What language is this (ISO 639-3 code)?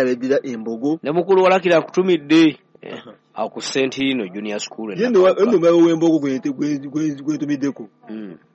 lug